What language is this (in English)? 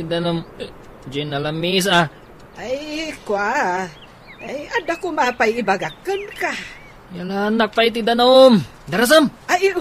Iloko